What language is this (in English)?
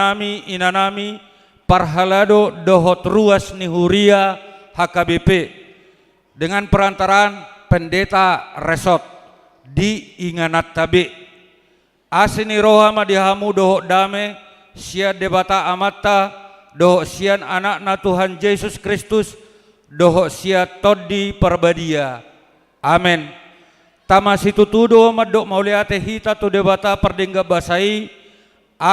Batak Toba